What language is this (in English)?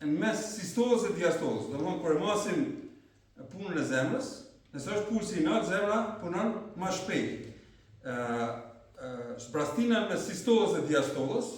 Albanian